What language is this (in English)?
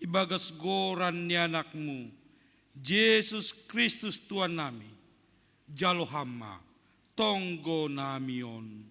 Batak Simalungun